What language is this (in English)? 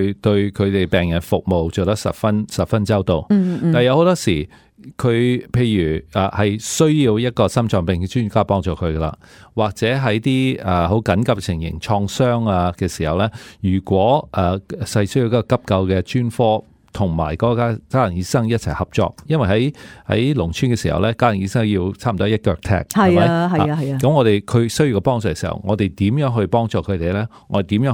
Cantonese